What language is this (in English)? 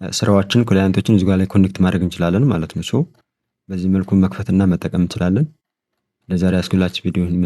Amharic